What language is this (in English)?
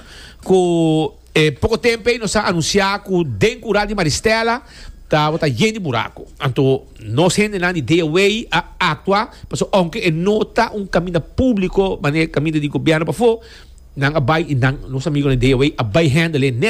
Papiamento